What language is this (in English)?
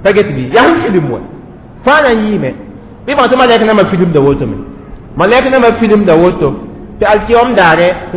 Mossi